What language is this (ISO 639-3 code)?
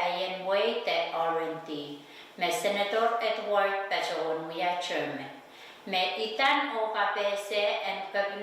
pon